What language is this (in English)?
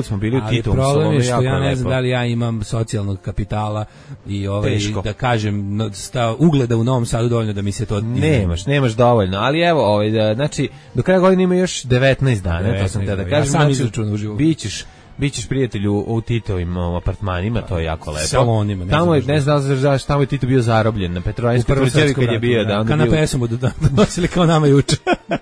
Serbian